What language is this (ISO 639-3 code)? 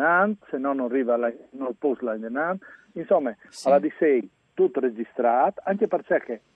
fur